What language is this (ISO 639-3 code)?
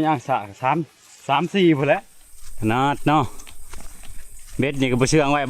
lao